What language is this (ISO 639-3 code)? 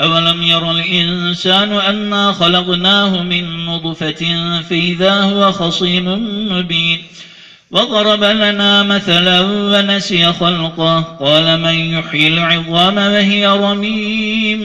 ara